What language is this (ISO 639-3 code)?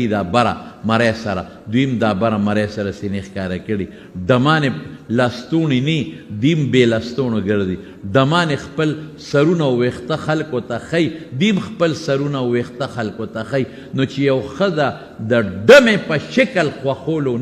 pus